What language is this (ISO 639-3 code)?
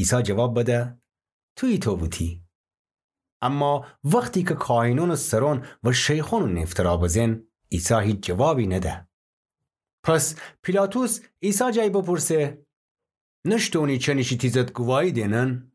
glk